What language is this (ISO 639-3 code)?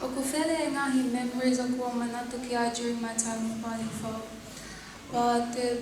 ton